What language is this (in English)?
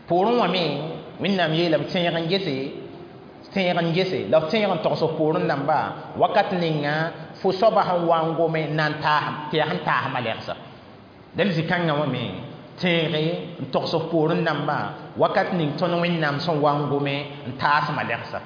Mossi